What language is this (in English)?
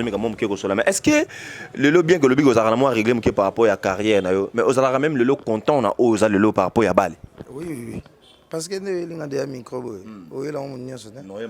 Lingala